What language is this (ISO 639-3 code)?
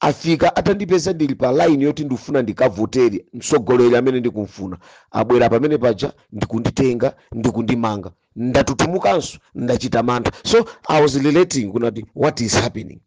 nya